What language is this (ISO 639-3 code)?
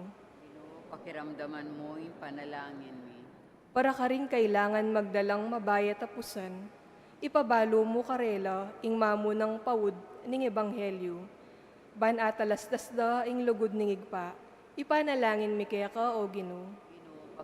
pam